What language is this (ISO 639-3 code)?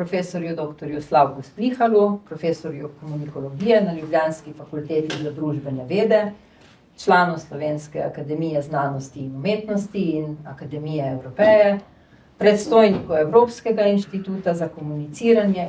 slv